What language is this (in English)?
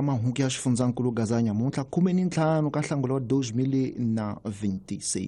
Tsonga